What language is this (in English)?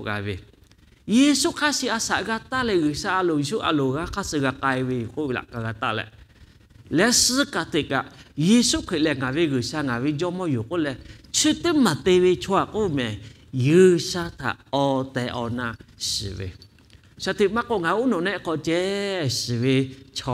Lahu